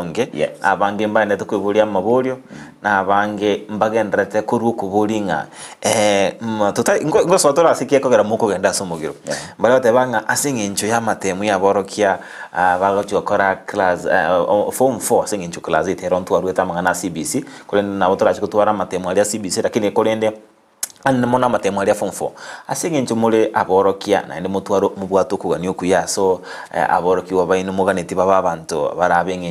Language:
Gusii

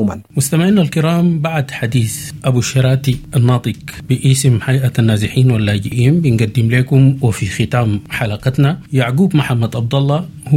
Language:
Sudanese Arabic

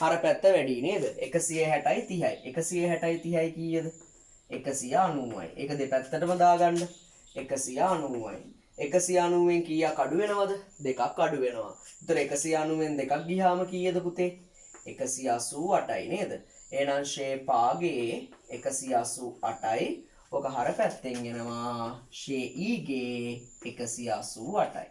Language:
Sinhala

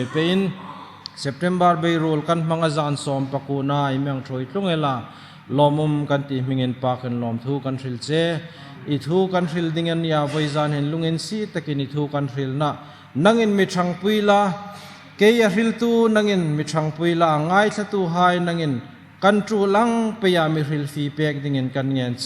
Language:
Hmar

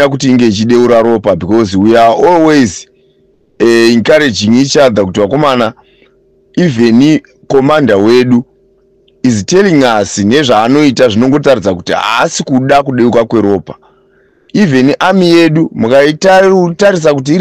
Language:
Shona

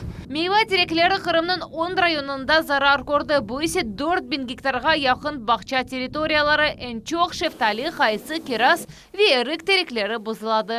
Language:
Crimean Tatar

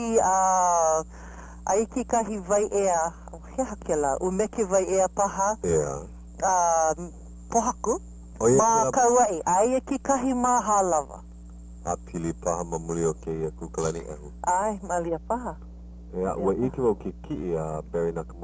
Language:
Hawaiian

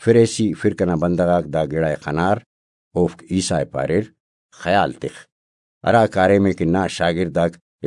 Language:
Brahui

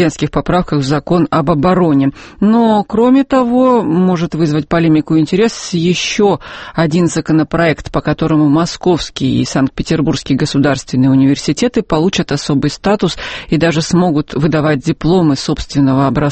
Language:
Russian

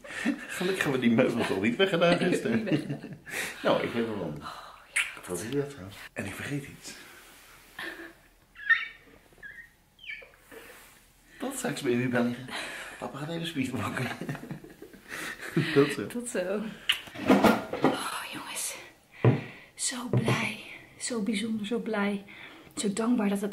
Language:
Dutch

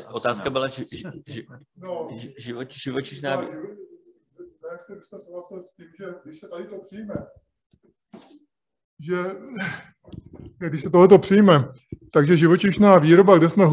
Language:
Czech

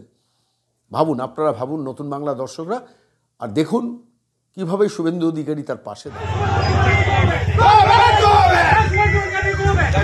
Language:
Bangla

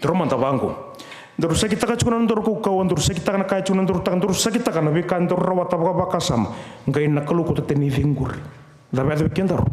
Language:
Fijian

